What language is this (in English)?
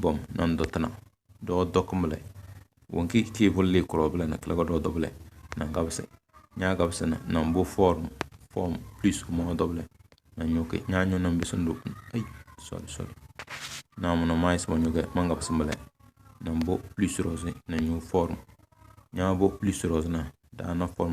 Tem